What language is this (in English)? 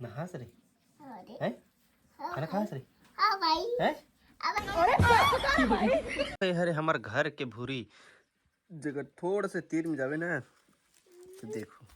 Chhattisgarhi